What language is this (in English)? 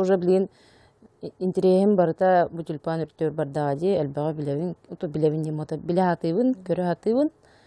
Yakut